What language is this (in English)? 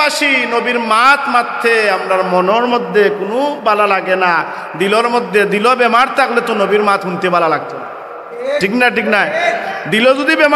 Sylheti